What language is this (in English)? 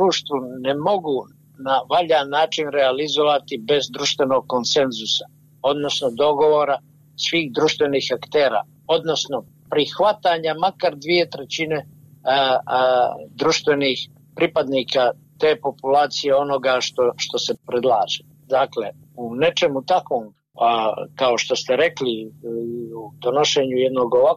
Bosnian